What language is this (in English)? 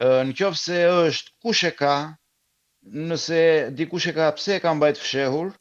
Albanian